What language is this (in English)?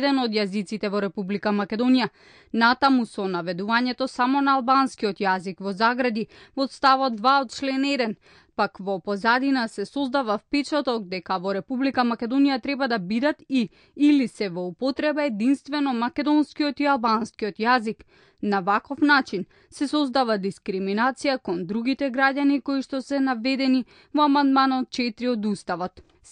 Macedonian